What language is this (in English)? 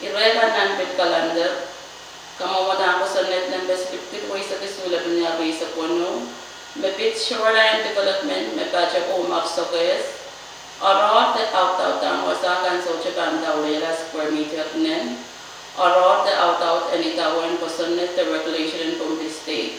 Pohnpeian